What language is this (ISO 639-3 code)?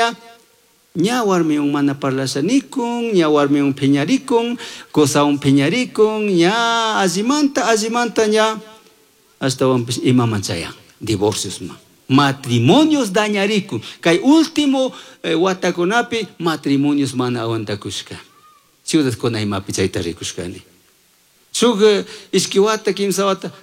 qug